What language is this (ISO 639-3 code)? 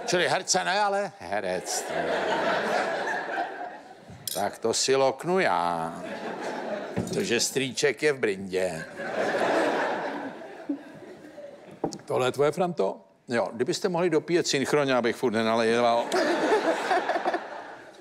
ces